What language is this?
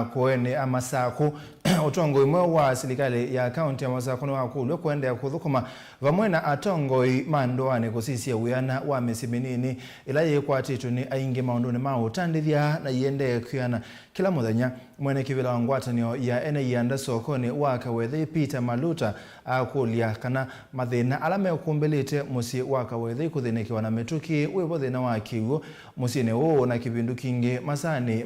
Kamba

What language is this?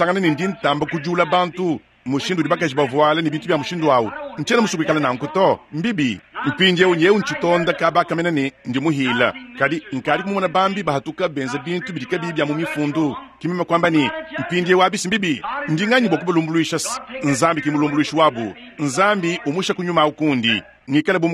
Luba-Lulua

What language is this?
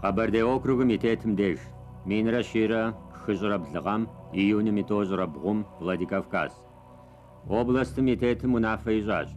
Kabardian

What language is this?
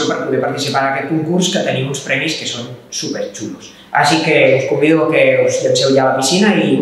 Catalan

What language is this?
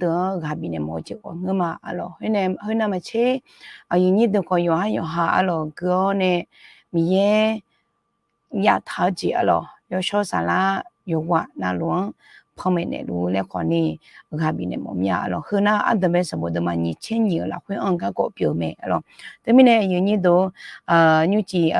Akha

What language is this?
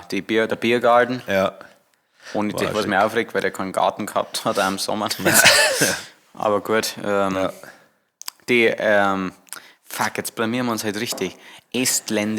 Bavarian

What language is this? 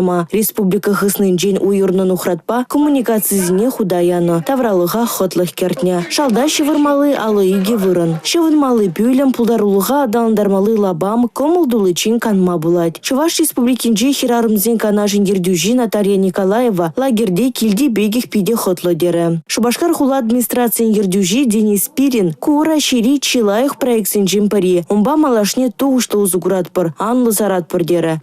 Chuvash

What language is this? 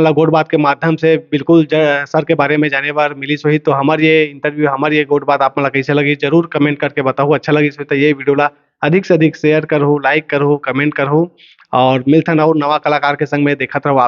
Chhattisgarhi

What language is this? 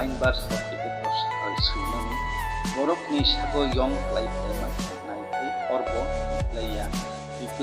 Kok Borok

